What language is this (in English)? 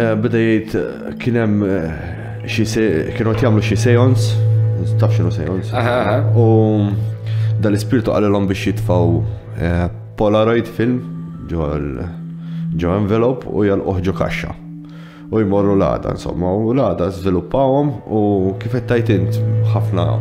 Maltese